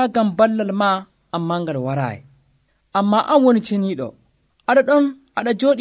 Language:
Nigerian Fulfulde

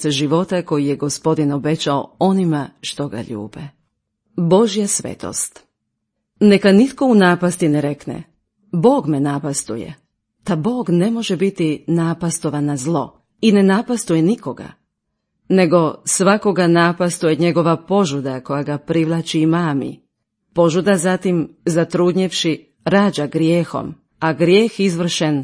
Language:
Croatian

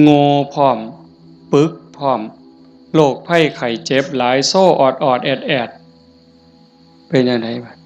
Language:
Northeastern Thai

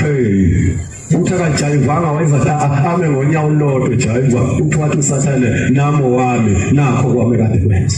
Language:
Zulu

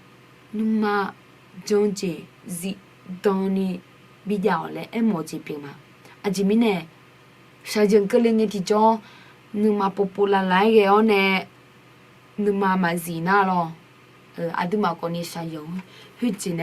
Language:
Akha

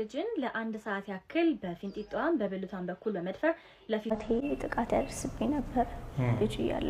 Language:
Amharic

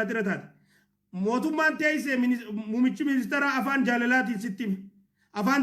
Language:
Oromo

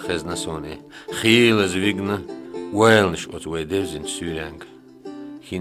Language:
Chechen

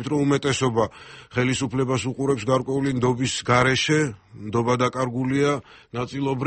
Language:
Georgian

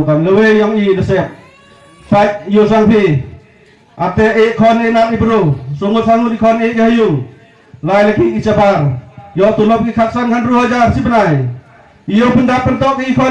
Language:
Khasi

